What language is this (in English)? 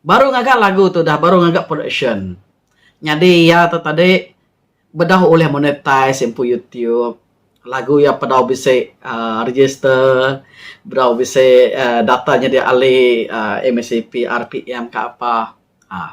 Iban